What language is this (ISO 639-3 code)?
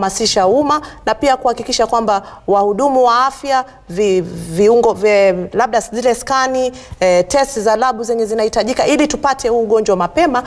swa